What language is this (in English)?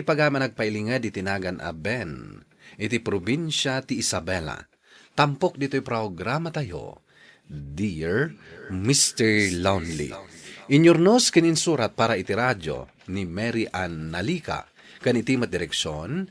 Iloko